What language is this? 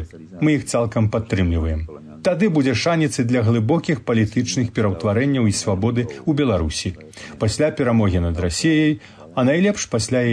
Belarusian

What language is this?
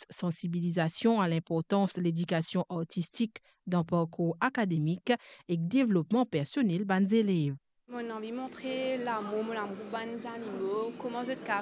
Morisyen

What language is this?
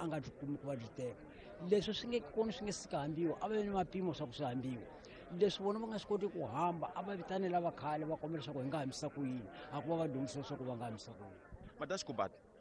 Tsonga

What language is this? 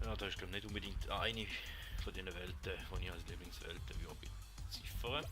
Swiss German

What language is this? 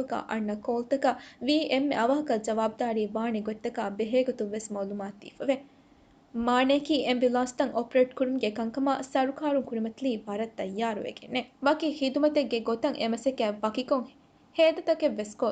Divehi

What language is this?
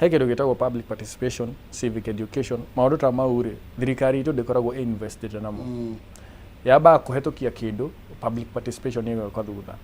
Kikuyu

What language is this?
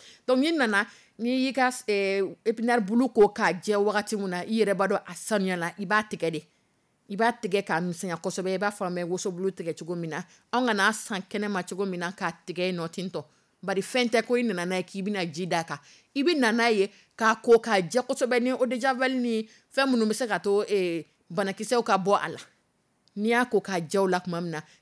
Dyula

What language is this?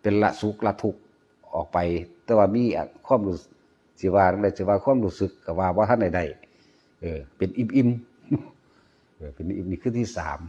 Northeastern Thai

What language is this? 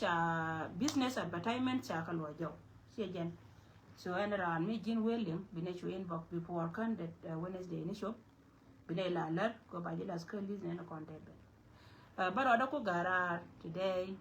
Nuer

